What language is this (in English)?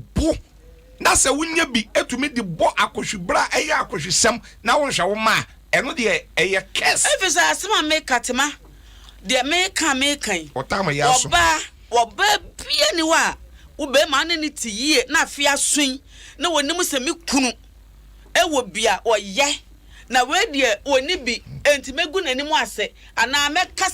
Akan